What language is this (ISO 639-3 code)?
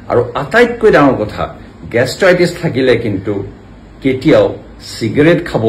asm